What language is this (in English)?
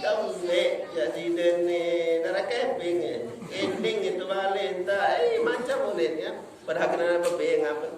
Sasak